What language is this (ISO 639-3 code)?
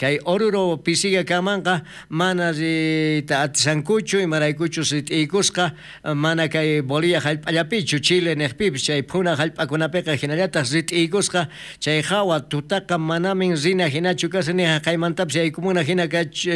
quh